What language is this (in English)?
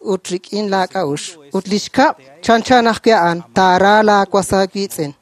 Kekchí